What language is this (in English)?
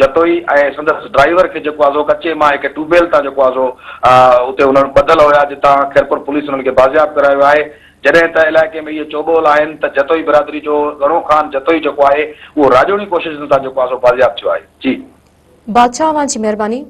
Sindhi